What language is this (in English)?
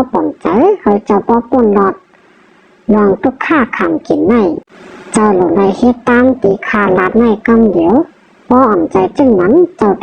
Shan